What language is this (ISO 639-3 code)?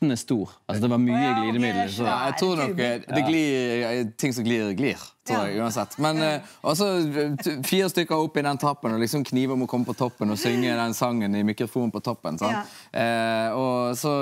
nor